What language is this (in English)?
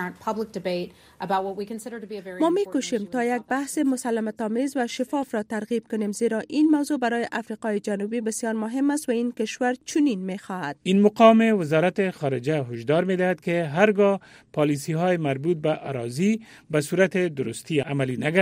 Persian